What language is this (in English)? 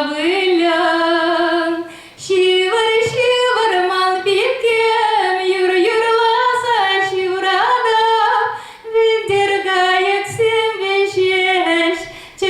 Chuvash